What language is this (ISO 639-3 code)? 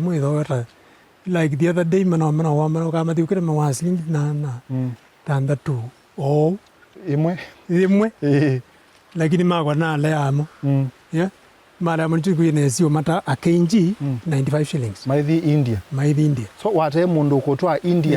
kam